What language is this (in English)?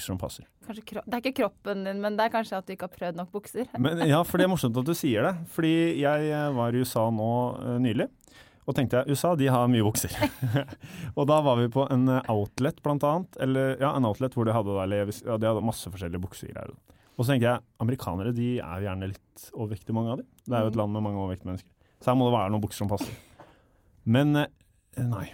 Norwegian